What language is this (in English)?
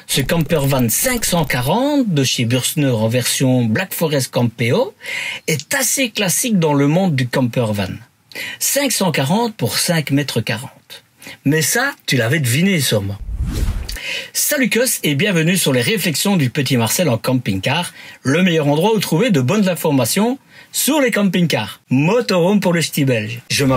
French